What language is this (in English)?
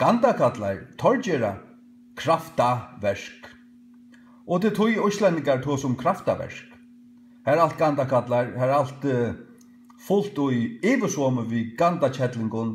Faroese